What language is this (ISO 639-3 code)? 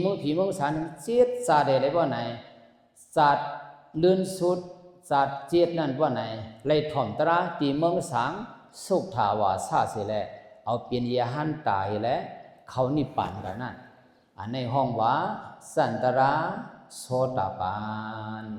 shn